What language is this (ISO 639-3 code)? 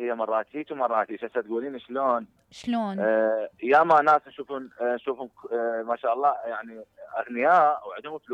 acm